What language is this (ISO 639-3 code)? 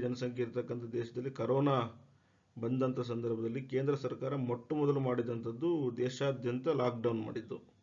kan